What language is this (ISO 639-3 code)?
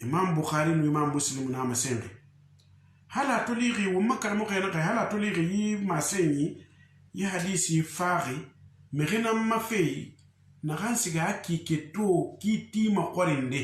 sus